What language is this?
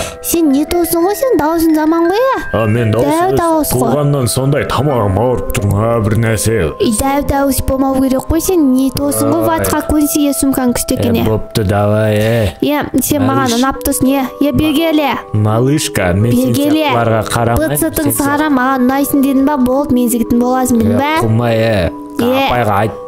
Kazakh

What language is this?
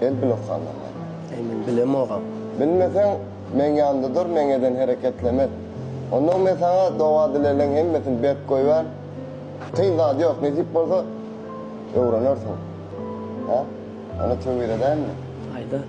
Turkmen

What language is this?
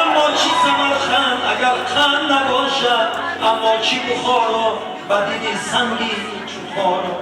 Tajik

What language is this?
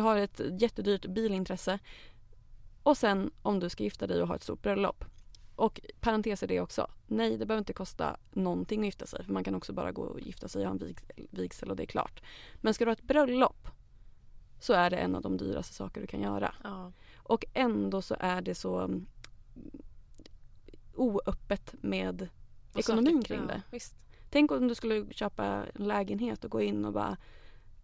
Swedish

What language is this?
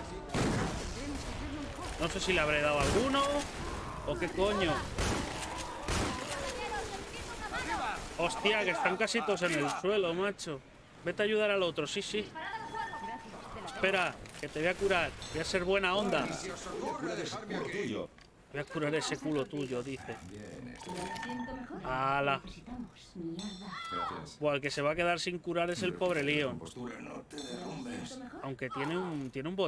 Spanish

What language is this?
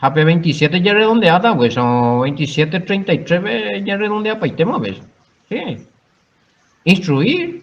Guarani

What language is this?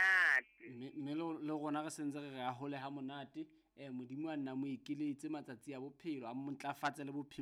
Southern Sotho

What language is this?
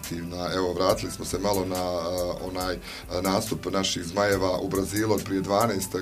Bosnian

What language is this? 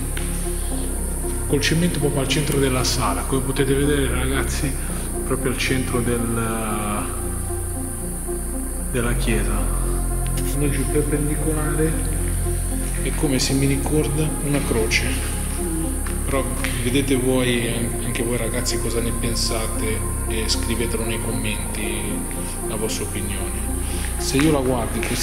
Italian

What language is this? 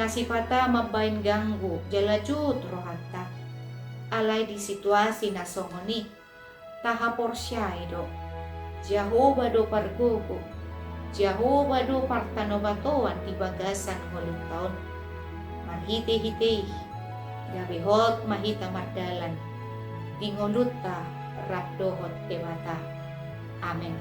Batak Toba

